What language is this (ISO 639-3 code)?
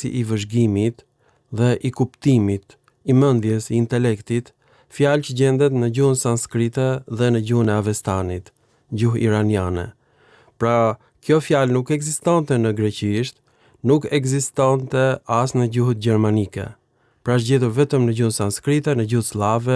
sqi